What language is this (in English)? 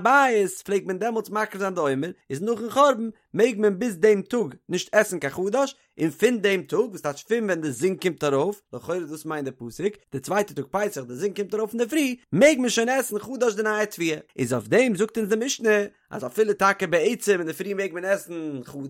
Yiddish